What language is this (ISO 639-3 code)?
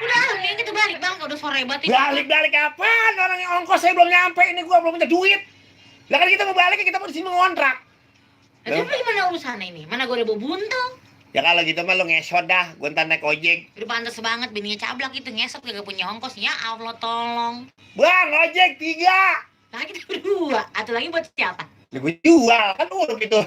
bew